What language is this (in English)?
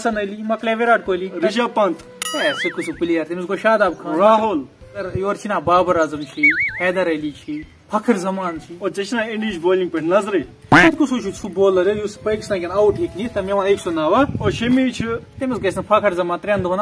Kashmiri